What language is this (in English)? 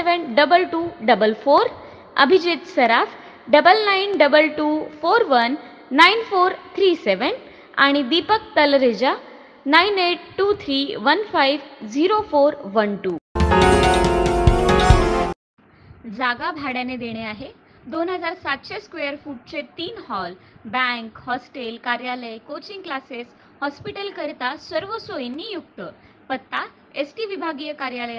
Marathi